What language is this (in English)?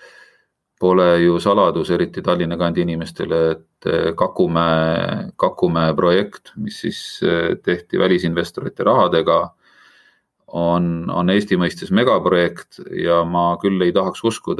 Estonian